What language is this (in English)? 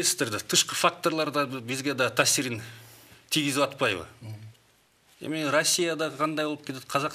Kyrgyz